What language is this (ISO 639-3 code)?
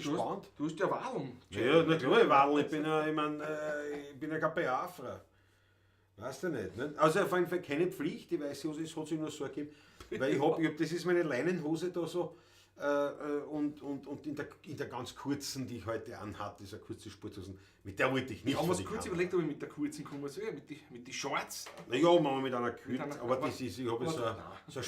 bar